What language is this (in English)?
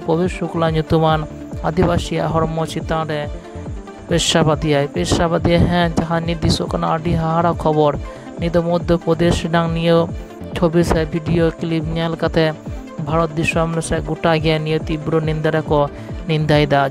Santali